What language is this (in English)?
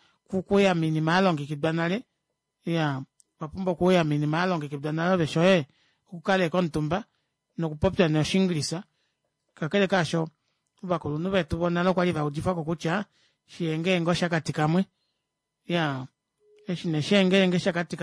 Kuanyama